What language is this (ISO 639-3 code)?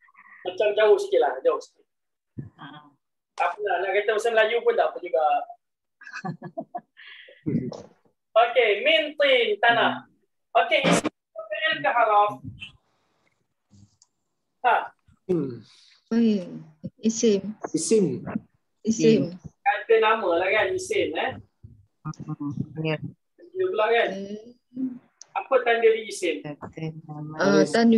msa